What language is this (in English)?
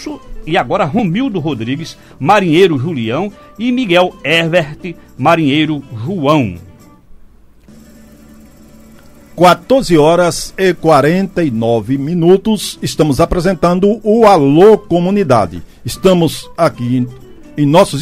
Portuguese